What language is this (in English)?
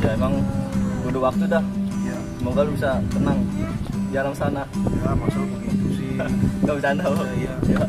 Betawi